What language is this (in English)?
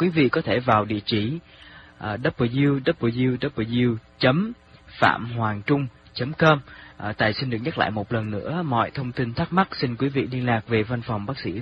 Vietnamese